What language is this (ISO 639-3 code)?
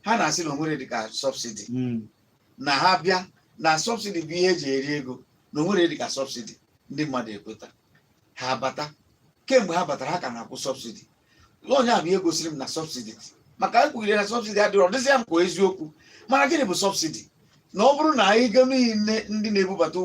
ibo